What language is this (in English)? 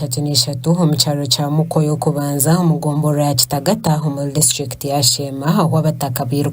Nyankole